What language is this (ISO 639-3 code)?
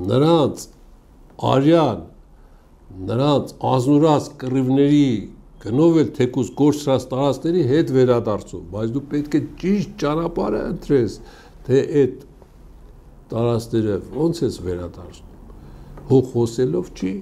hye